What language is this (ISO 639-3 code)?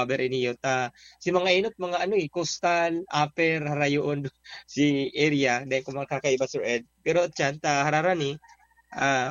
bik